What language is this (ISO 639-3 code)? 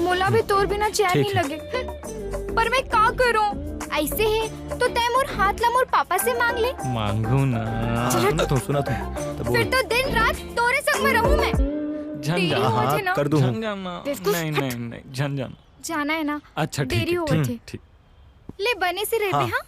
hne